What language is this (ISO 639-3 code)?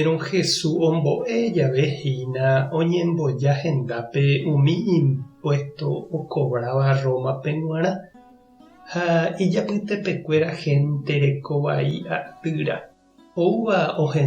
grn